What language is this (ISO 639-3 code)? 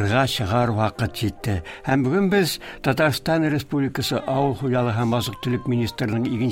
tat